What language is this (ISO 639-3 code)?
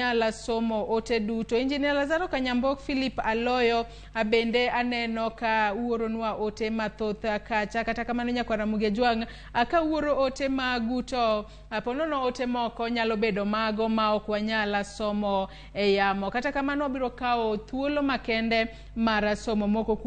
luo